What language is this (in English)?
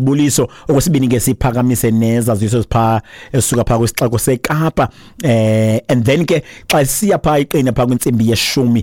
Xhosa